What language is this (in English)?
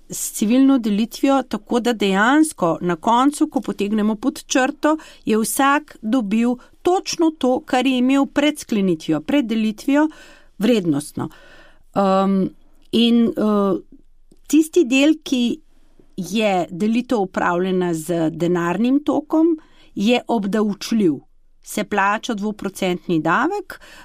Slovenian